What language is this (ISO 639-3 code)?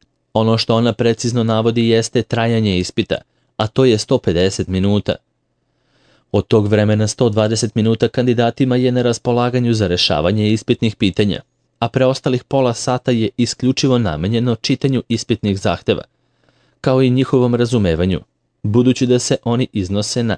srp